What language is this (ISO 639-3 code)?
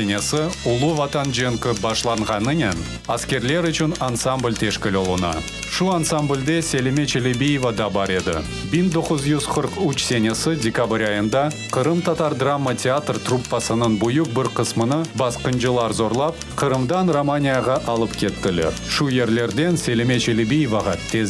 crh